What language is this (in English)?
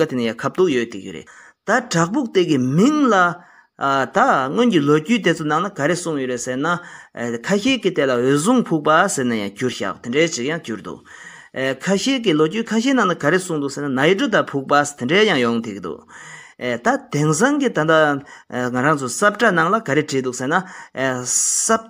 Tibetan